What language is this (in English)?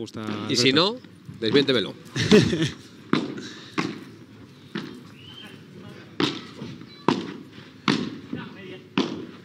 Spanish